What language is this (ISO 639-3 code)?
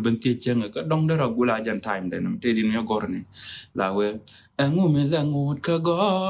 nus